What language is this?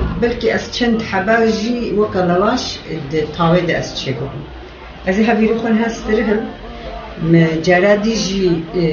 Kurdish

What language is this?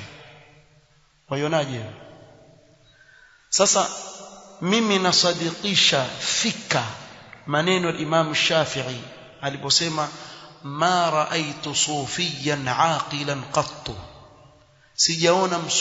Swahili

